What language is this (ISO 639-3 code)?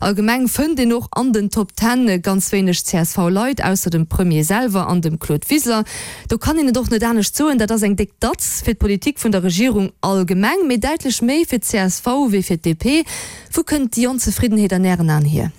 ltz